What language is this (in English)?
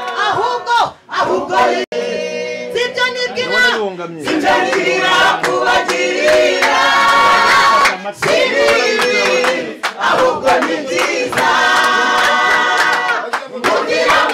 Kinyarwanda